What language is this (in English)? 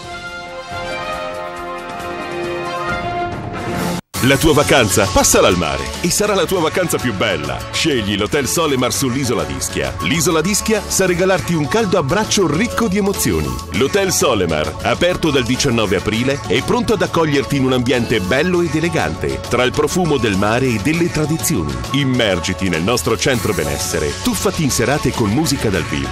Italian